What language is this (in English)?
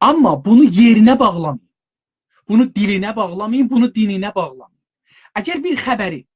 South Azerbaijani